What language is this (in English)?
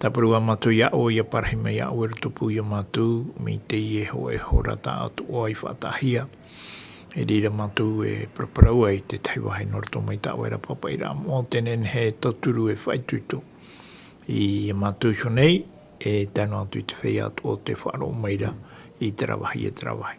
Tahitian